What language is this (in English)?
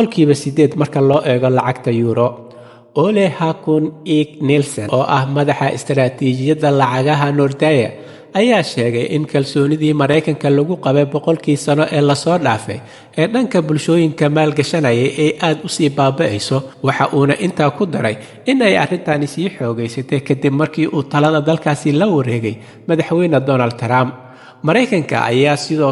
Somali